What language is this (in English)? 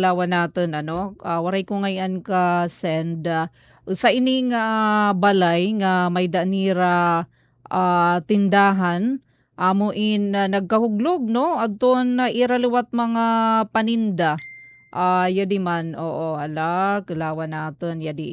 Waray